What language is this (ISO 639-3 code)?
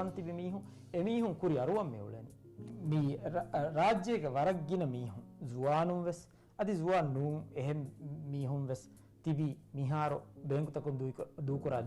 div